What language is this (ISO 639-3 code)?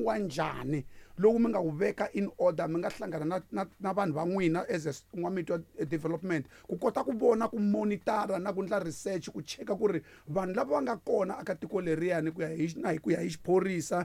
tso